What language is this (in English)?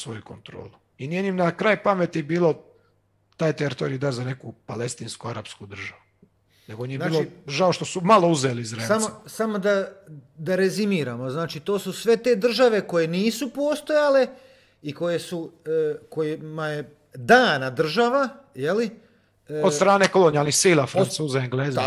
Croatian